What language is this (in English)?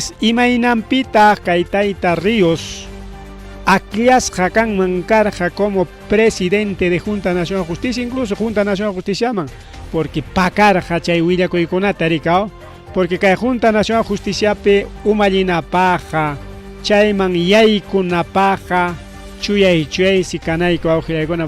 Ayacucho Quechua